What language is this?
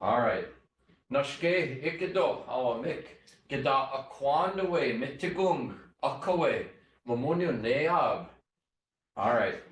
Chippewa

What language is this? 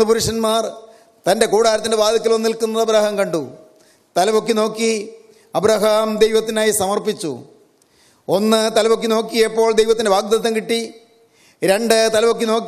Malayalam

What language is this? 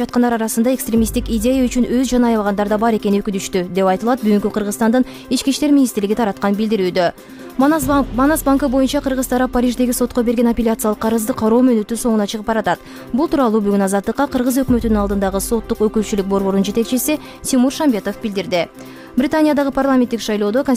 Kyrgyz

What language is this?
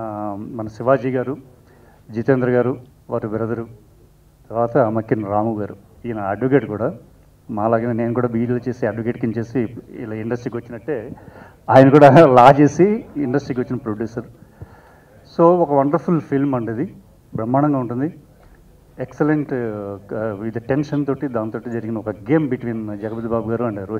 Telugu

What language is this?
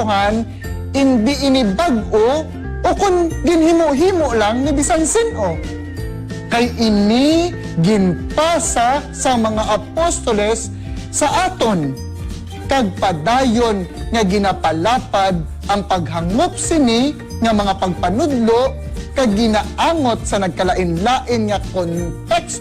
Hiligaynon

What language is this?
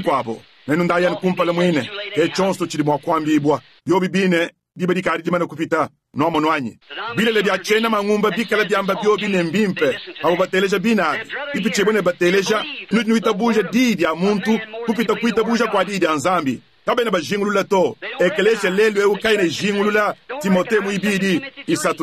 Luba-Lulua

